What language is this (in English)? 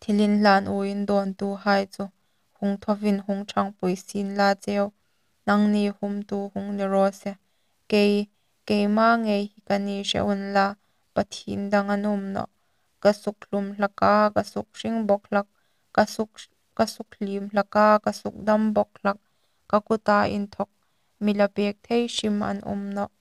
Hmar